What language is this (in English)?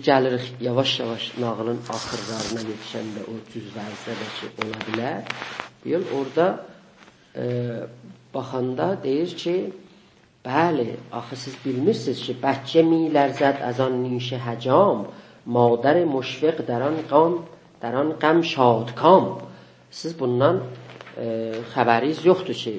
South Azerbaijani